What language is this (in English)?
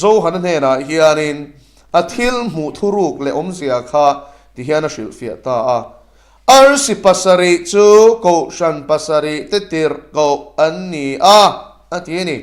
Mizo